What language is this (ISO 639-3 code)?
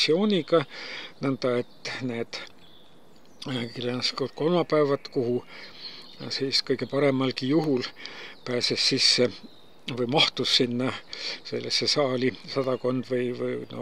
est